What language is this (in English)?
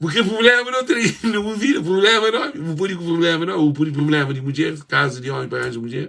Kabuverdianu